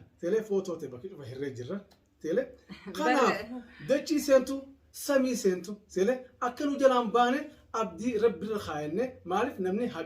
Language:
Oromo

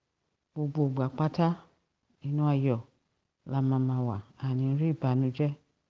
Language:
Yoruba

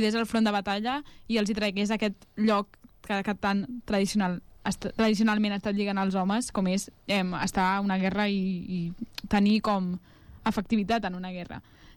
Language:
Catalan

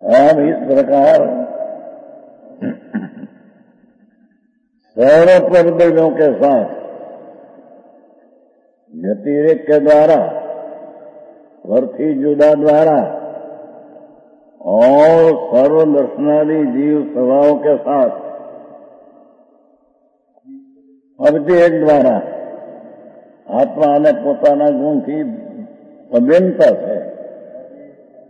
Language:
Gujarati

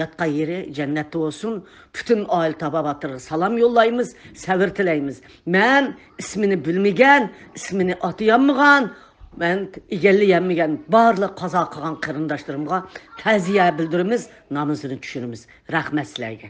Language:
Uyghur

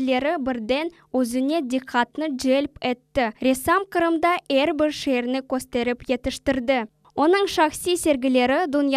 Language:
Crimean Tatar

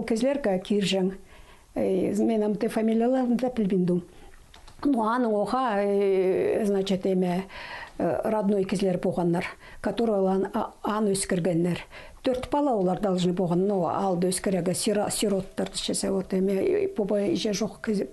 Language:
Khakas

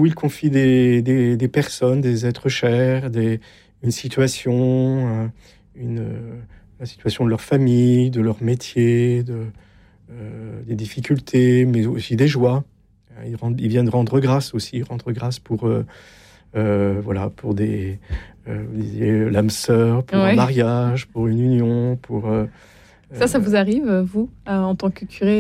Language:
French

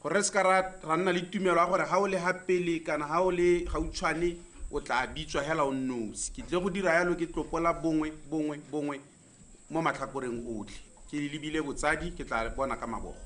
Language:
Tswana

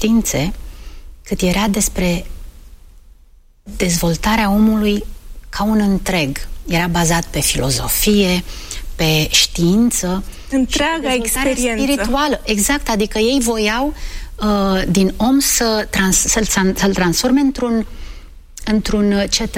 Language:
Romanian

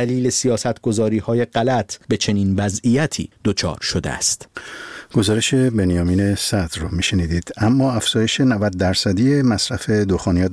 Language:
Persian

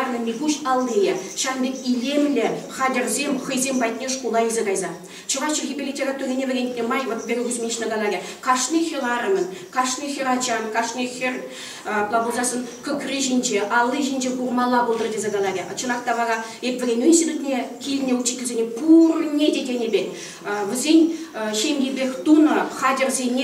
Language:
Chuvash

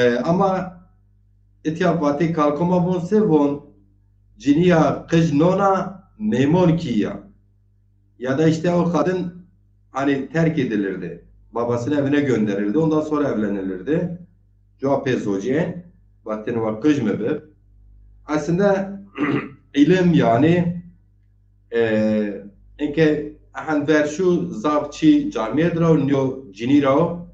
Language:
Zaza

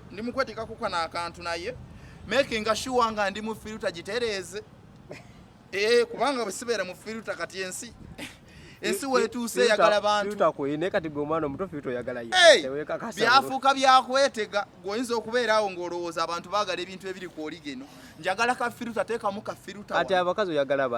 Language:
Ganda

